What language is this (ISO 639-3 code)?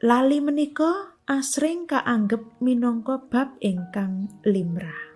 jav